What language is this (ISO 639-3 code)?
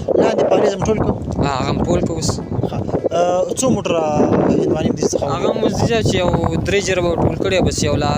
pus